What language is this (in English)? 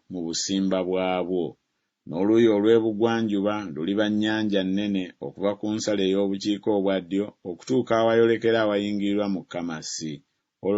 Ganda